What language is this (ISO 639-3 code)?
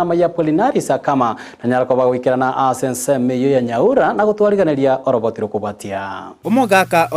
guz